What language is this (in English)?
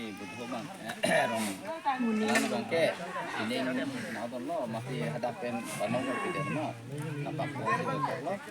Karbi